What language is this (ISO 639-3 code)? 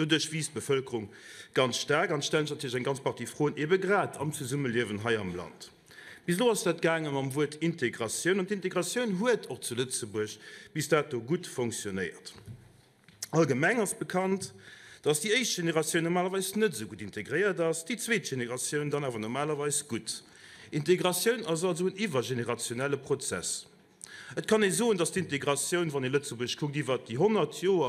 ltz